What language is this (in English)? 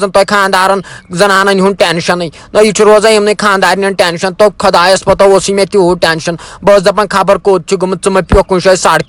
Kashmiri